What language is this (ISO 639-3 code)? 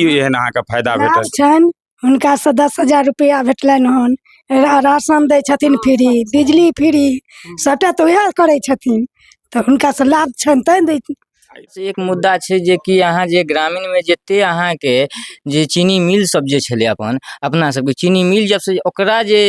mai